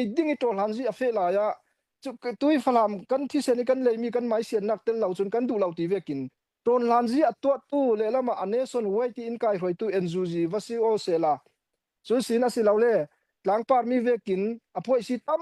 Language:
Falam Chin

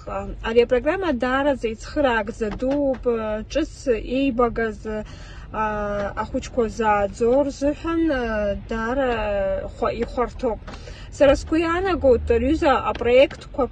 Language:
Abkhazian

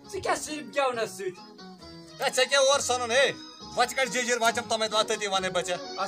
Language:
Kashmiri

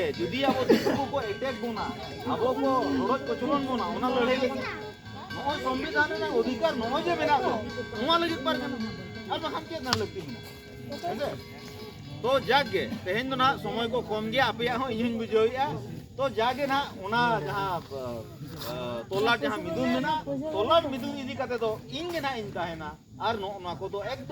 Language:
Santali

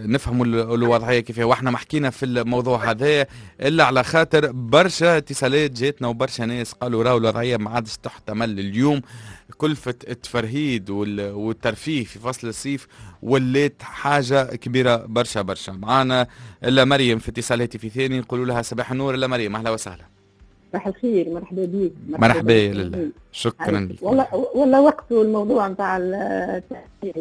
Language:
Tunisian Arabic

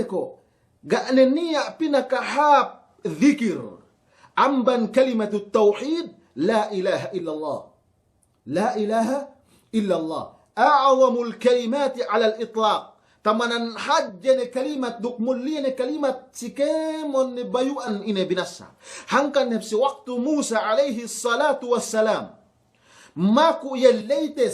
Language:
Yakan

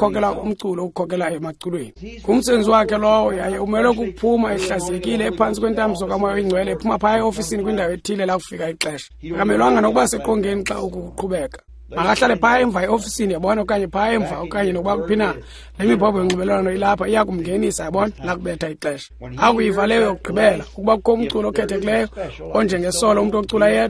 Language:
Xhosa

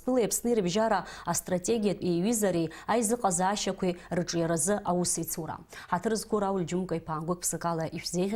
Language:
Abkhazian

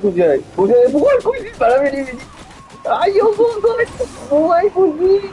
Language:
Morisyen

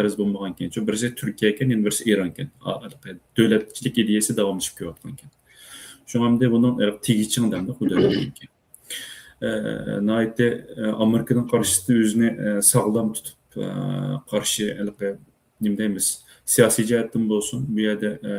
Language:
Uyghur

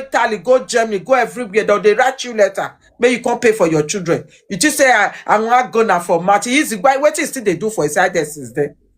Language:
Nigerian Pidgin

